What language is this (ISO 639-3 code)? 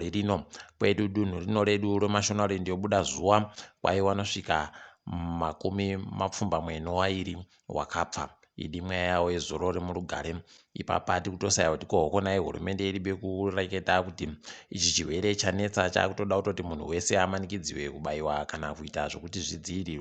ndc